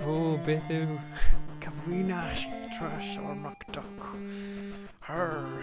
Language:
Welsh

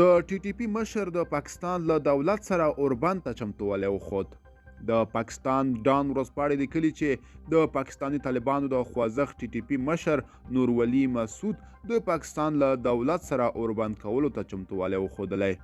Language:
Pashto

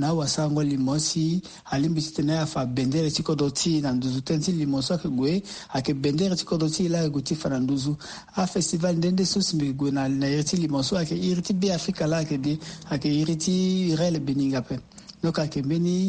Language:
Sango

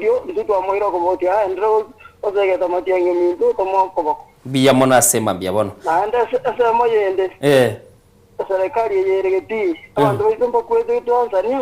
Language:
Gusii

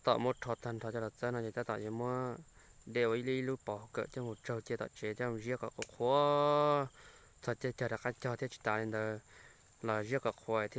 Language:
Hmong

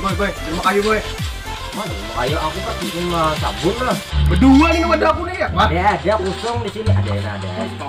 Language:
Banjar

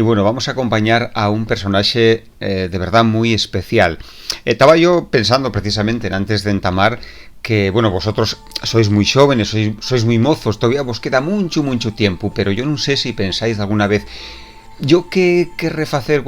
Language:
Asturian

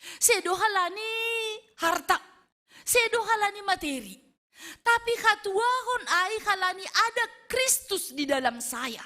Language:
Batak Simalungun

